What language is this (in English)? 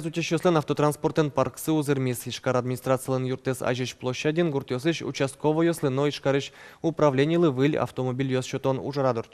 Udmurt